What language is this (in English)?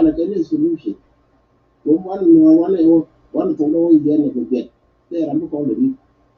Nuer